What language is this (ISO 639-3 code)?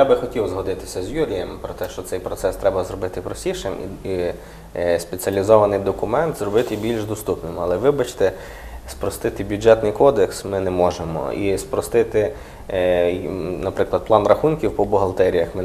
ukr